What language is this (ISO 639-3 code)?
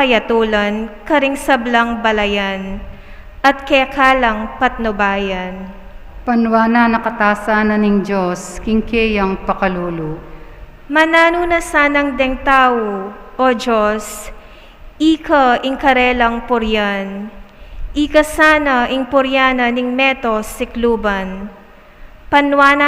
pam